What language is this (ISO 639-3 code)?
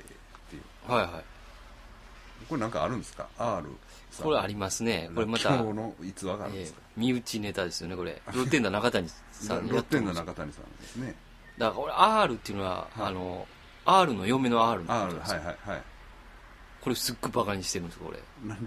jpn